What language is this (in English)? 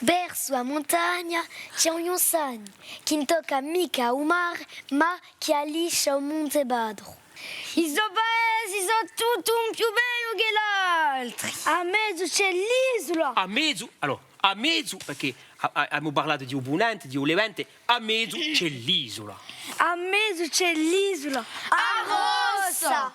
Corsican